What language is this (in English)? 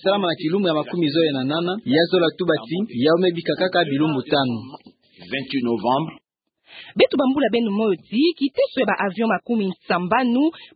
Kituba (Democratic Republic of Congo)